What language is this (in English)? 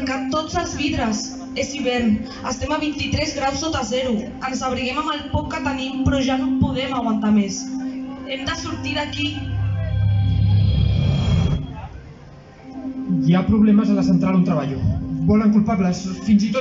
Catalan